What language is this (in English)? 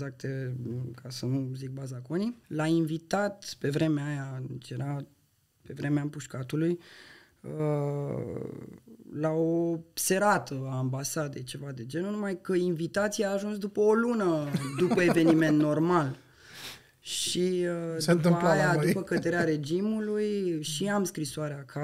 Romanian